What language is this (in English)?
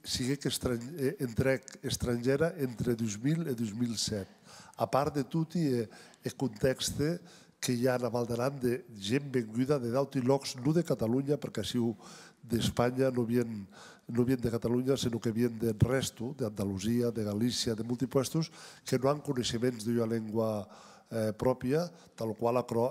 Occitan